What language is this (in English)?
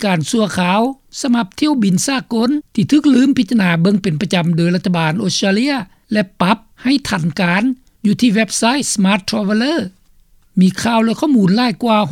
Lao